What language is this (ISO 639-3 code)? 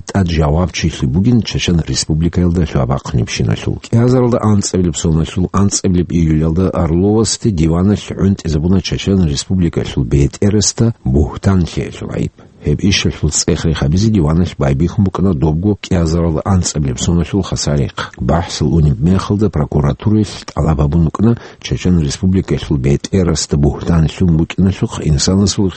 ava